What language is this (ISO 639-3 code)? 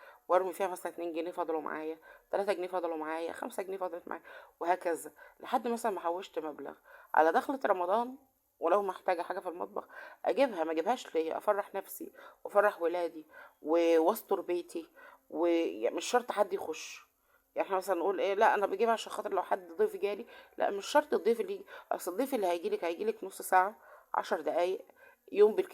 arz